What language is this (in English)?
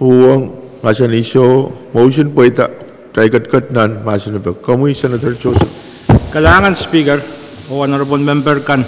Pohnpeian